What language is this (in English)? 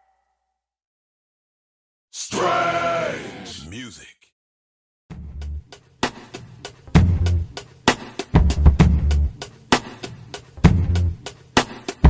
English